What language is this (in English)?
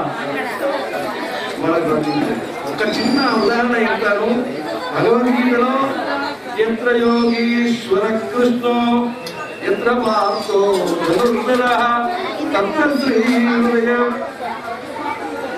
Telugu